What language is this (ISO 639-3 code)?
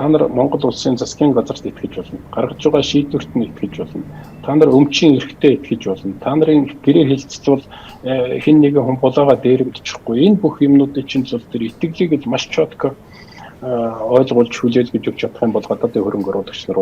mon